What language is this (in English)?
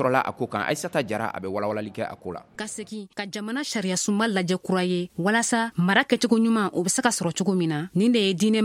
Bambara